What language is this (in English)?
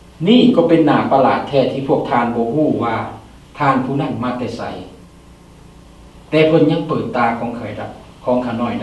Lao